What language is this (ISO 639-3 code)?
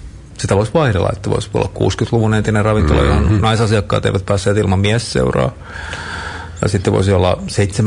fin